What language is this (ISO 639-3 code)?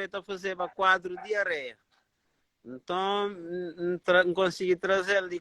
kea